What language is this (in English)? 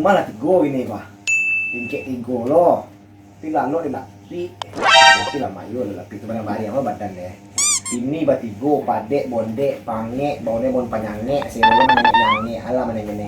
Minangkabau